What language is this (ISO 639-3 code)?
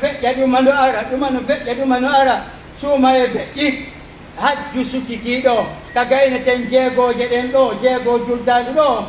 fuf